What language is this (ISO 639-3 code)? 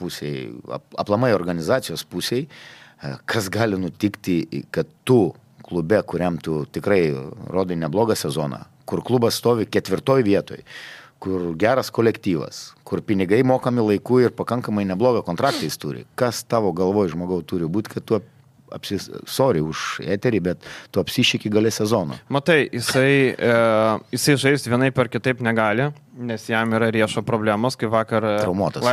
lit